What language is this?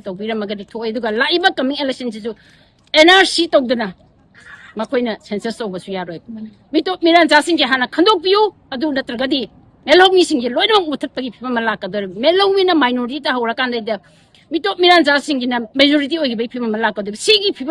Manipuri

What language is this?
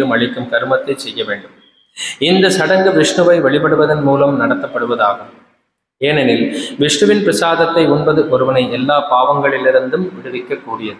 Tamil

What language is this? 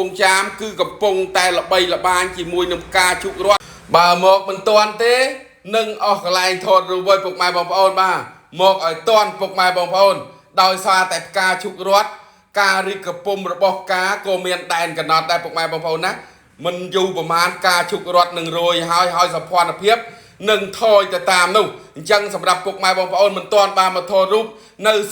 Khmer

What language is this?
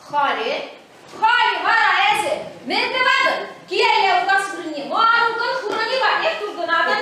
Chuvash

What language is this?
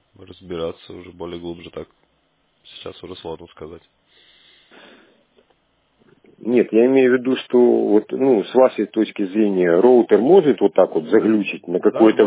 Russian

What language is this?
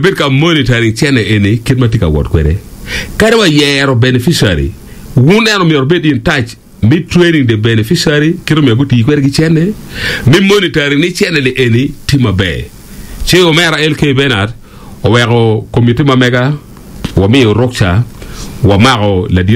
Acoli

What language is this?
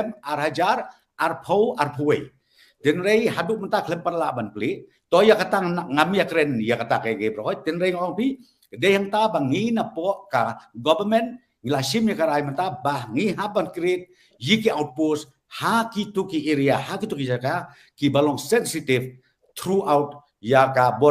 Khasi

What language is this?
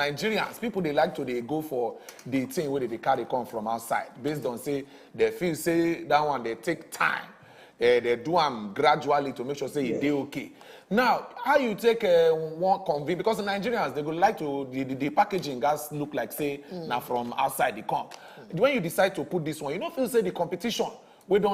Nigerian Pidgin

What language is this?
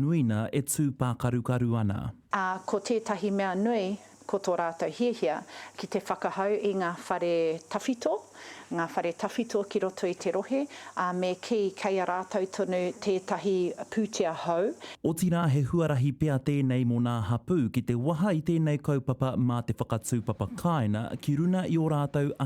Māori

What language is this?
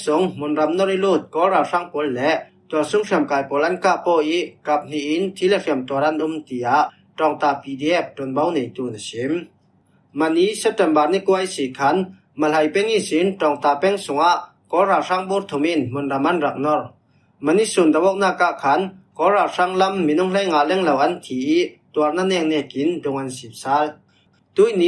Falam Chin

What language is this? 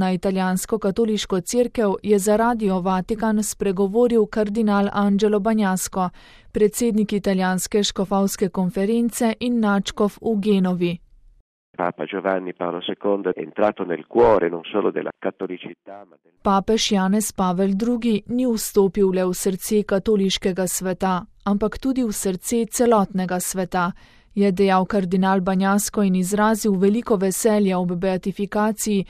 Slovenian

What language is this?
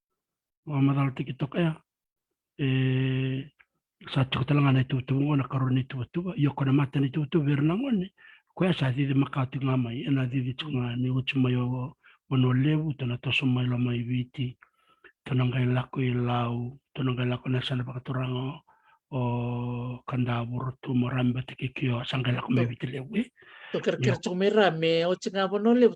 Fijian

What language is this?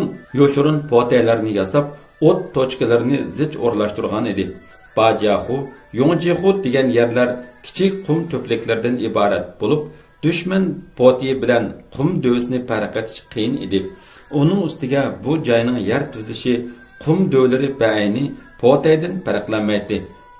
Uyghur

